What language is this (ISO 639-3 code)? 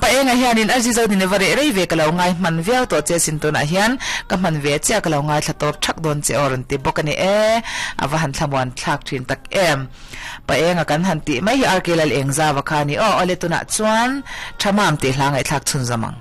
lus